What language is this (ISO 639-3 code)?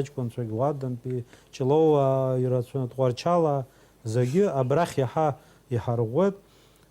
abk